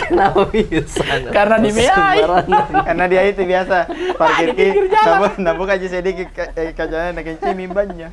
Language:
Makassar Malay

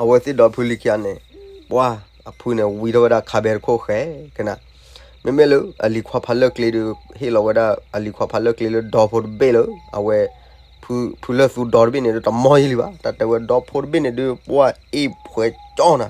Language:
S'gaw Karen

